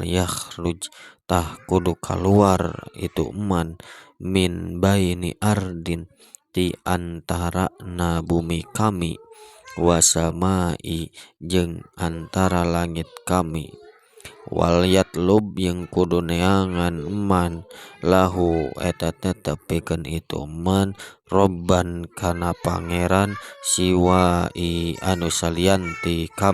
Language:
Sundanese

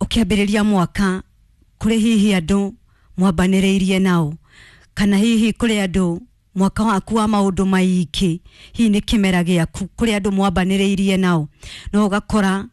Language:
Kikuyu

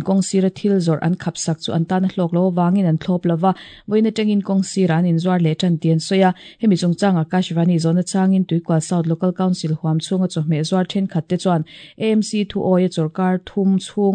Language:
Mizo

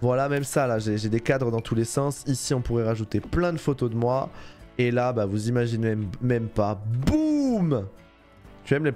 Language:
French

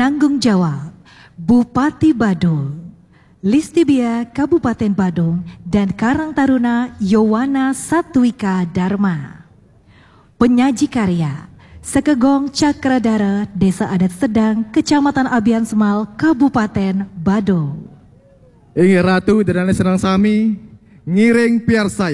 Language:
Balinese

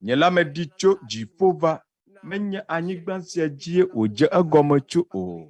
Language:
Ewe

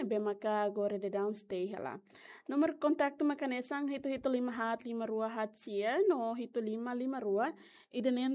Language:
Tetum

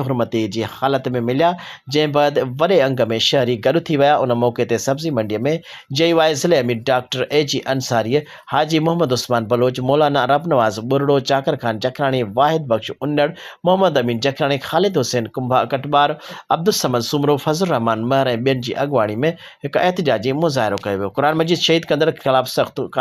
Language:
Sindhi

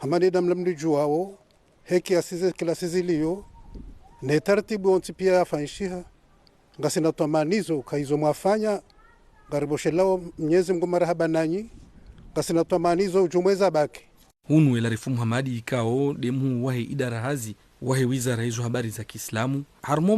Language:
Ngazidja Comorian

